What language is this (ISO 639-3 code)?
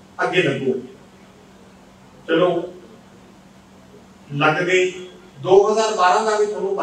pan